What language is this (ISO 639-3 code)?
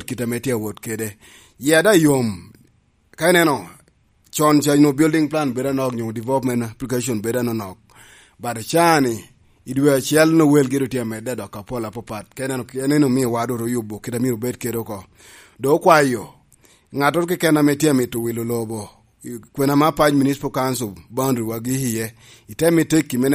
laj